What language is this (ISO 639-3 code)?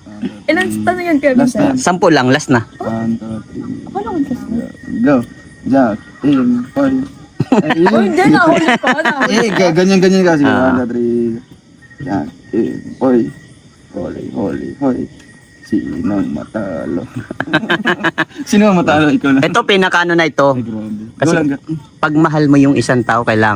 fil